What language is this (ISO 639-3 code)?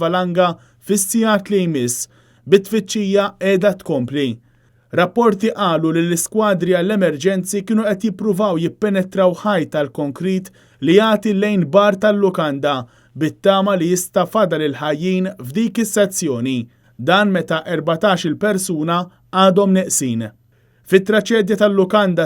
mlt